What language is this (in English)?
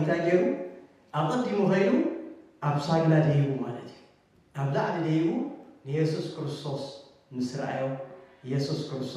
Tigrinya